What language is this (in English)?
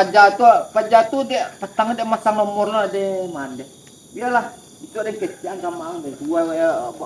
Minangkabau